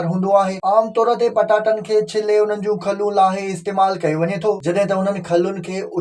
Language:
Sindhi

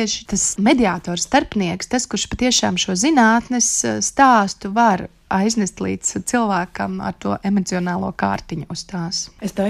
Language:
Latvian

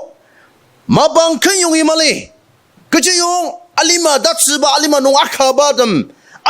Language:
Ao Naga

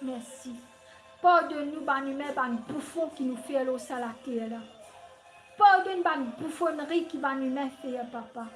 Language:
Morisyen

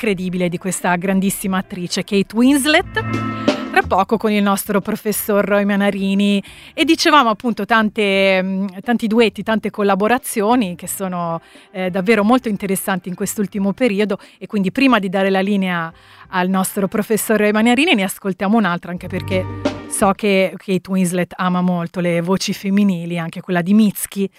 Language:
Italian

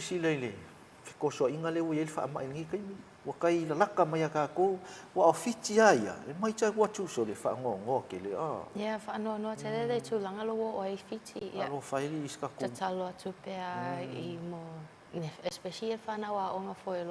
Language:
Samoan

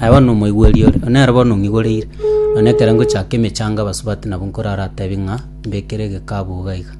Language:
Gusii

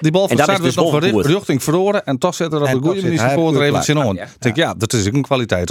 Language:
Western Frisian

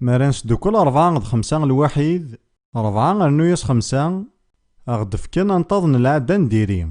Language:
Kabyle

